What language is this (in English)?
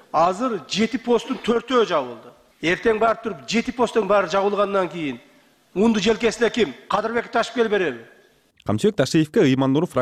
Kyrgyz